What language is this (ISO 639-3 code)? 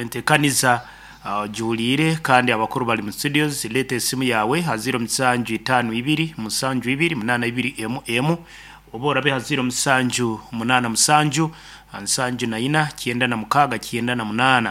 nyn